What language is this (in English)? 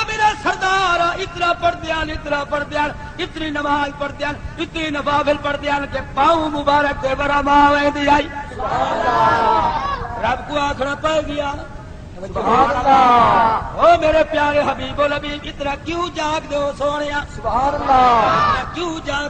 Saraiki